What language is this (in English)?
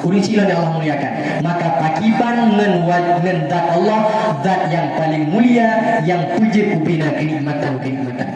Achinese